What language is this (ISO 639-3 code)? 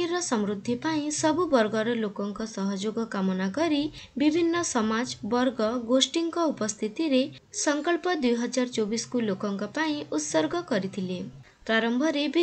ori